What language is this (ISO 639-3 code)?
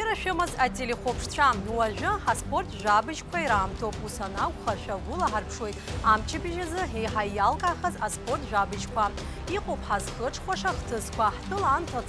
abk